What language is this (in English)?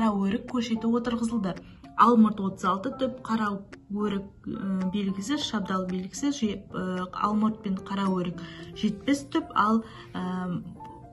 Kazakh